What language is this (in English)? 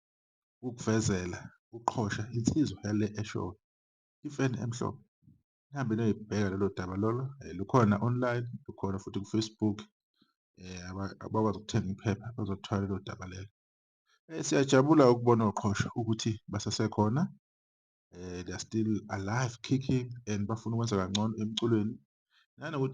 Zulu